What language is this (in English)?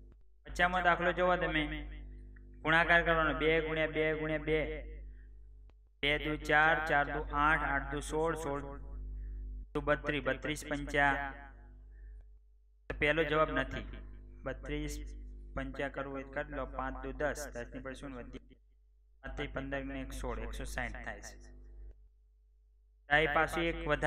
Gujarati